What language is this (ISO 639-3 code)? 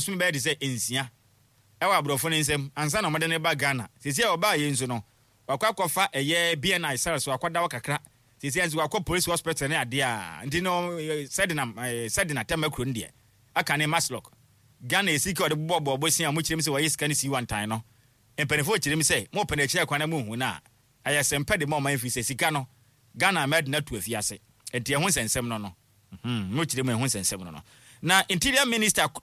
aka